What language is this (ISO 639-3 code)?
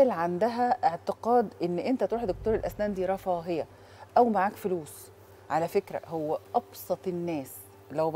arz